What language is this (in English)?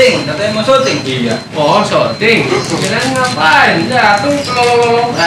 Betawi